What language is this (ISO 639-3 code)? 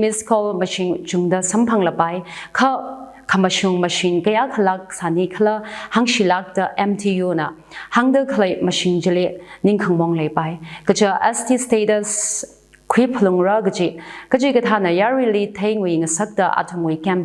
nmf